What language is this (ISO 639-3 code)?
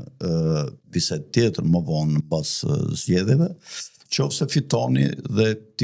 sqi